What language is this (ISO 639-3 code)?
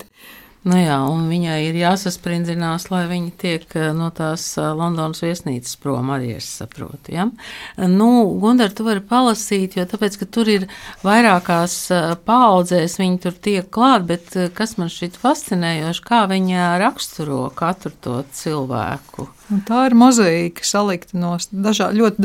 lav